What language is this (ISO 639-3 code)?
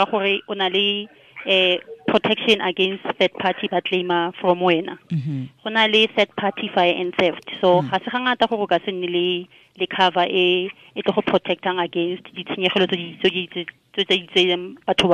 tsn